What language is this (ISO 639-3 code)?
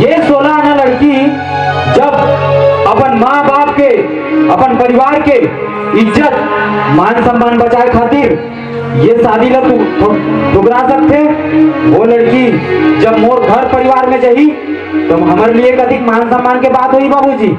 hne